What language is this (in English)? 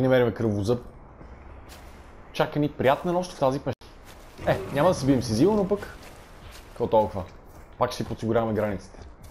Bulgarian